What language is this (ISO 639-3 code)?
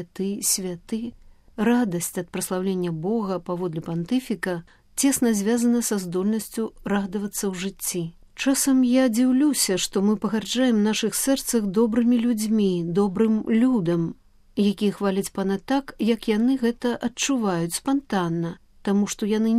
bel